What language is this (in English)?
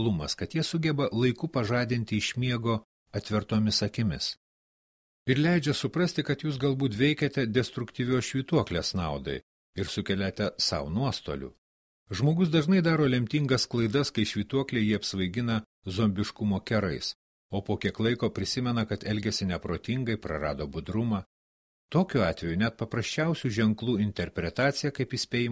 Lithuanian